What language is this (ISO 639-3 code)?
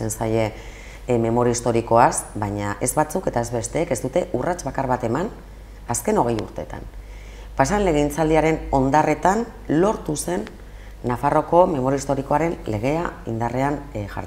eus